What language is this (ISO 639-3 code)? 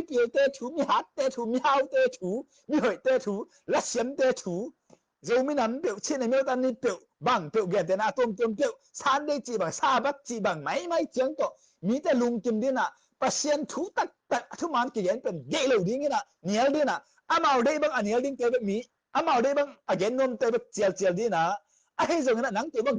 ctd